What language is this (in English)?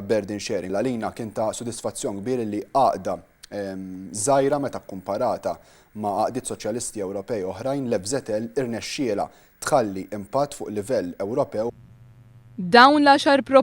Maltese